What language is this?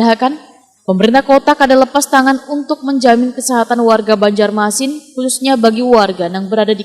Banjar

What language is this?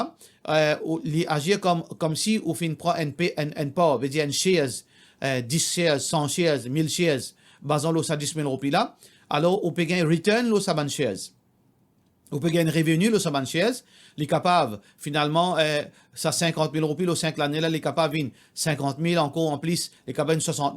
Morisyen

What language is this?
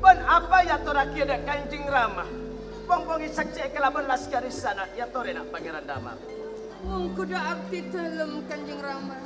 Madurese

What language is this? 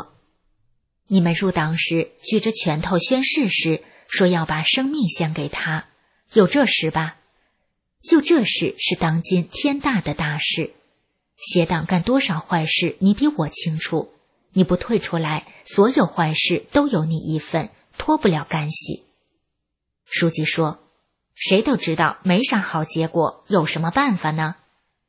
Chinese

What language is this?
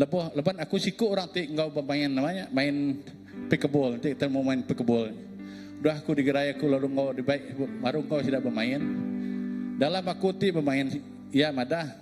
Iban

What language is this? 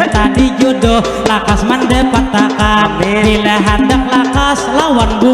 Banjar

